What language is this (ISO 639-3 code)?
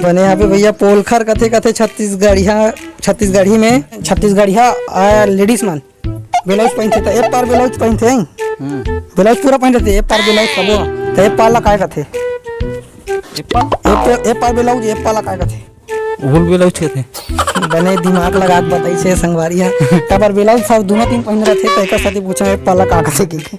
hne